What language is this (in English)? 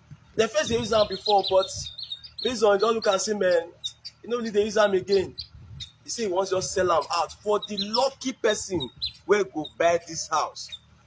Nigerian Pidgin